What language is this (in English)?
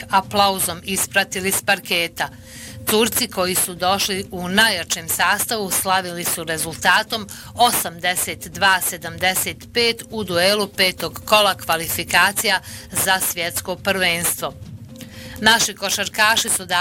Bosnian